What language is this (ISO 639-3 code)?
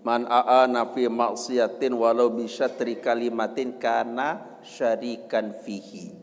sas